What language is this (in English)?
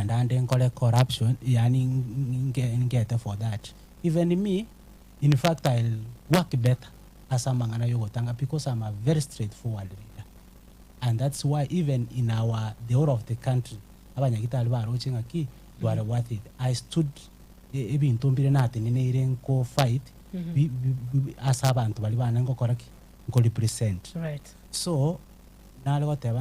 Gusii